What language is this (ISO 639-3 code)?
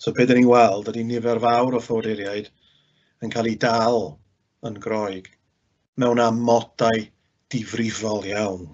cym